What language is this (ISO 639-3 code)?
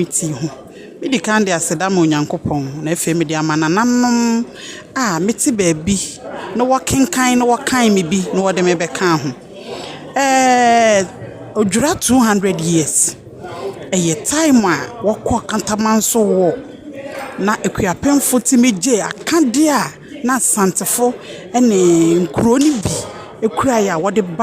aka